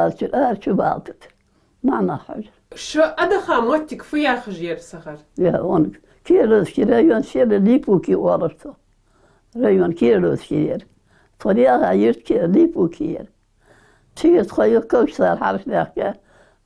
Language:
Ingush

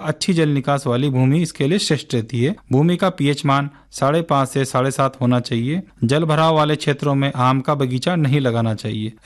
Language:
Hindi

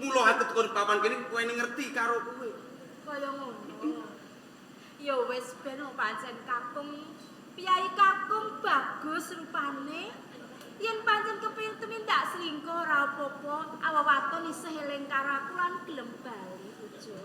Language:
Javanese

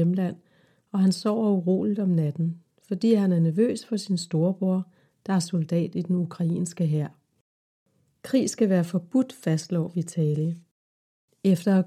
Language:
Danish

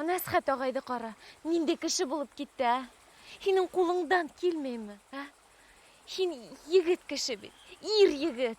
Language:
Bashkir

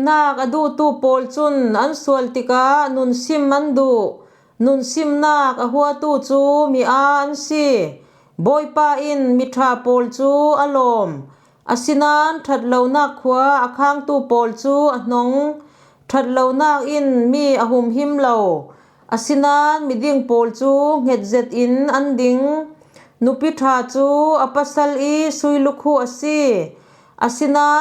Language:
Falam Chin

